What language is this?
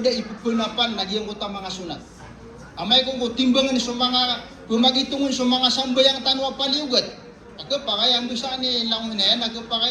Maranao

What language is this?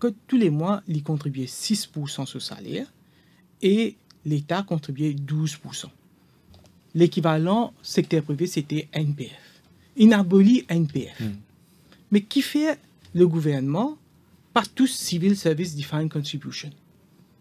French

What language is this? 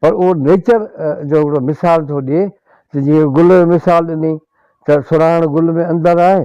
Sindhi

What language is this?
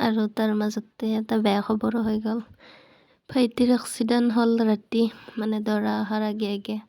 Assamese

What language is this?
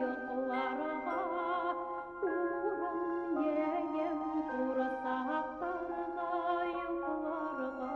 Bashkir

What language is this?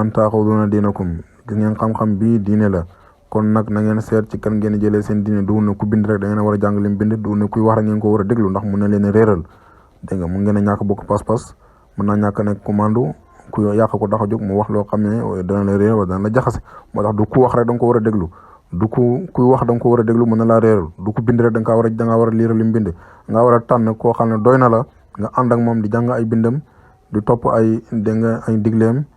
Wolof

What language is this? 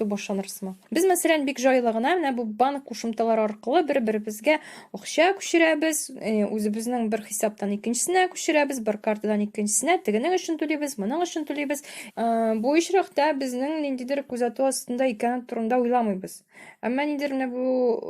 Tatar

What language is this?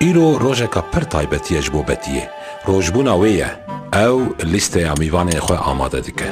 Kurdish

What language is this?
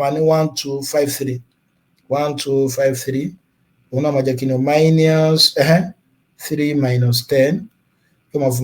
Yoruba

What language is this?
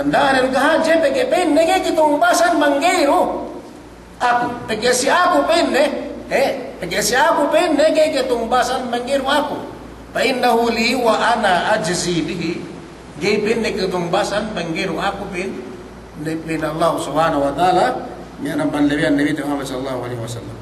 Yakan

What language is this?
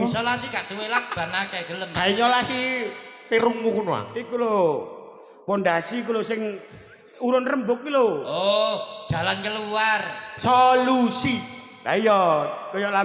Javanese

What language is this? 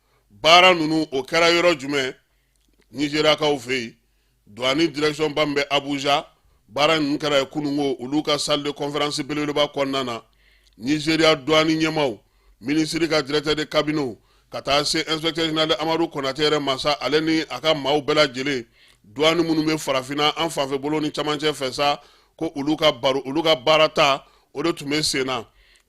Bambara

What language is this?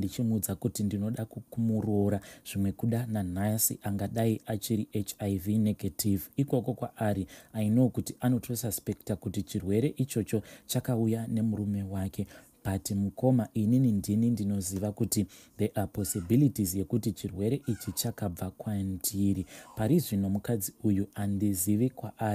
Shona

